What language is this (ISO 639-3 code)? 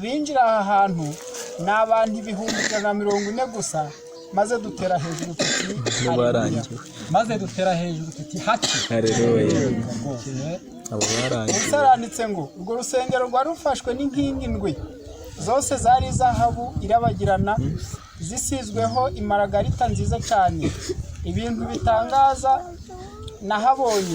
kin